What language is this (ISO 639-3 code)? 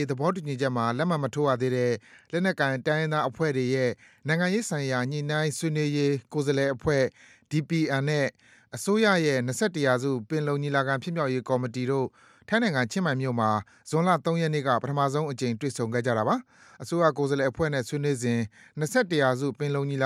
mya